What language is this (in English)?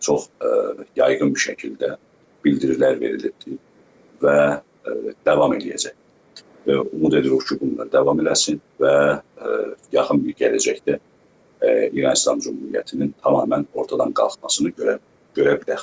South Azerbaijani